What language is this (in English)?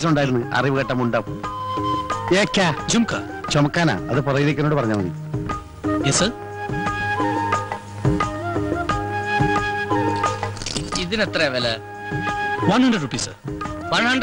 Malayalam